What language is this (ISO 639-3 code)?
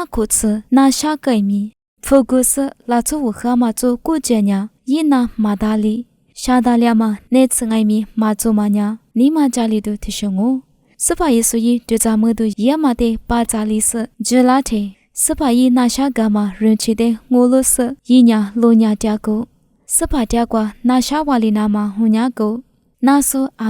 lis